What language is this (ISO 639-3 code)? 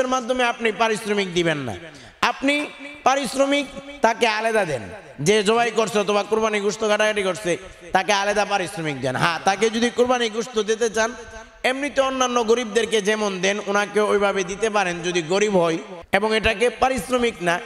ben